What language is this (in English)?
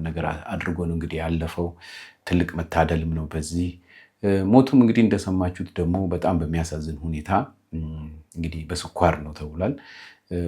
Amharic